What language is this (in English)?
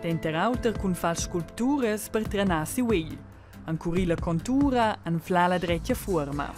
Romansh